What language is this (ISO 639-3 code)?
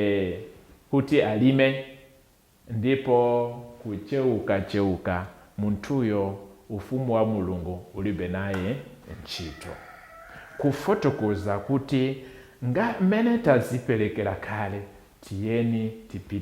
nya